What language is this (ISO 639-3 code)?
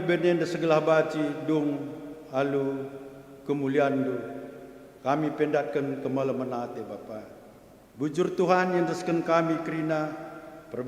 btx